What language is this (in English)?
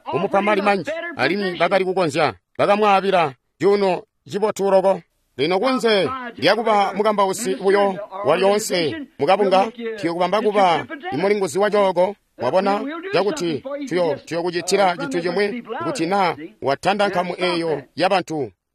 Tonga (Zambia)